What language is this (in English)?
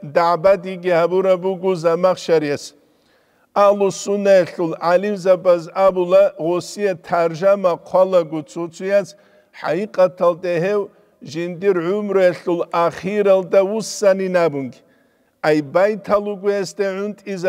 Avaric